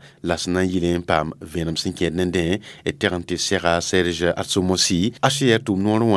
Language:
Mossi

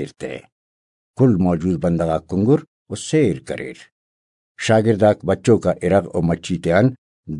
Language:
Brahui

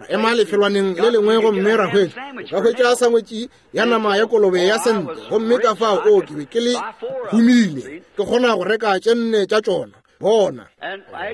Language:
Northern Sotho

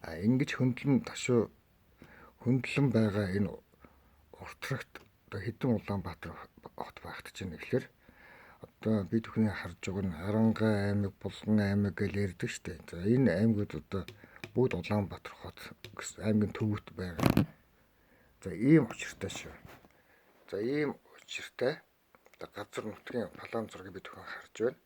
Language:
Mongolian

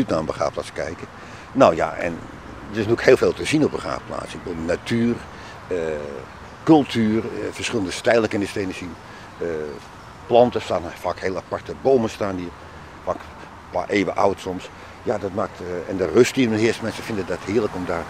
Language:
Dutch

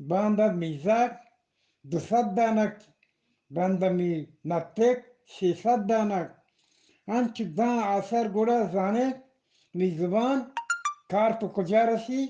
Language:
Eastern Balochi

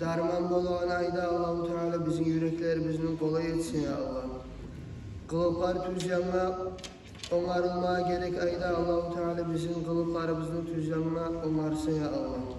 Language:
Kumyk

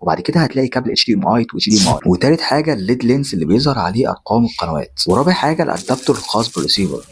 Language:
Egyptian Arabic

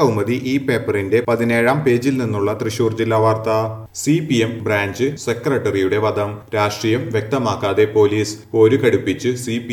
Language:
Malayalam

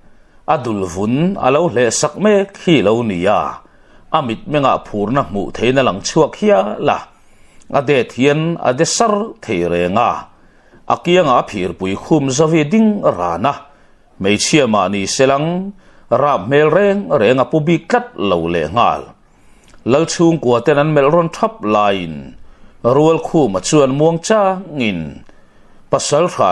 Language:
Mizo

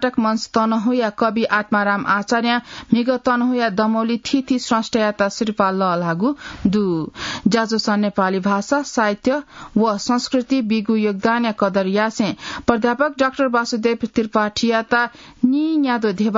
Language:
Newari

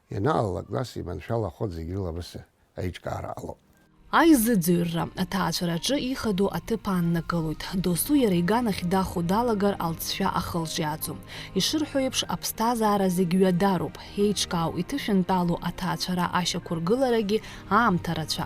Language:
Abkhazian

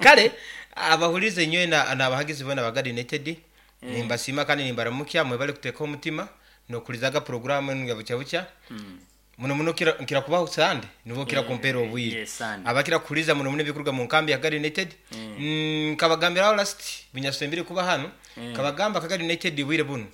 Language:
Nyankole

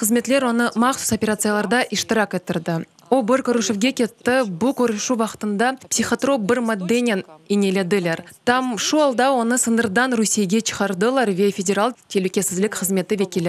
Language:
Crimean Tatar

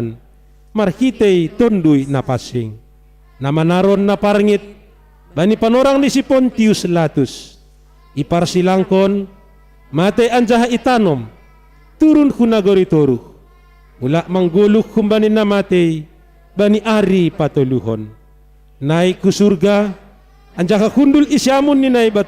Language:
Batak Simalungun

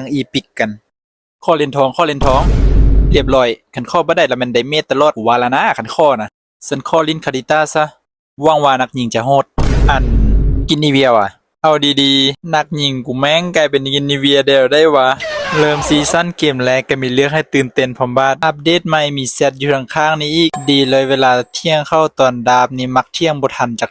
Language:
Lao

